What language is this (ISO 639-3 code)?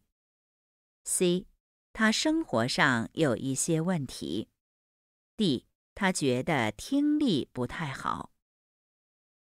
zho